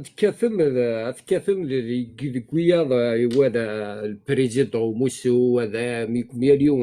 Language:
Kabyle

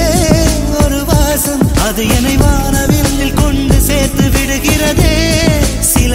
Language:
Tamil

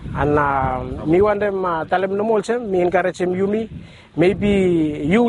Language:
Bislama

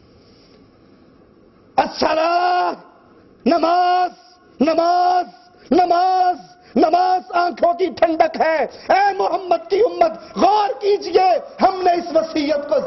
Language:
Urdu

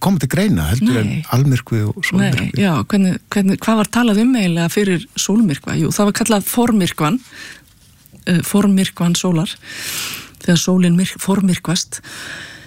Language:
Icelandic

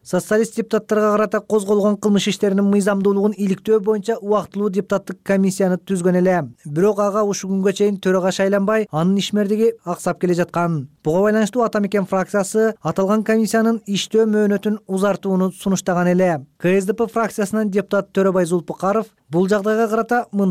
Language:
Kyrgyz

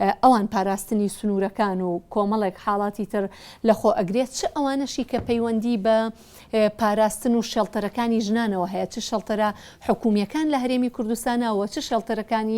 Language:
Central Kurdish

